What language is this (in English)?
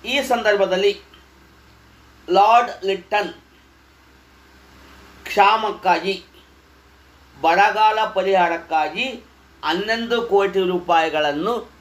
Kannada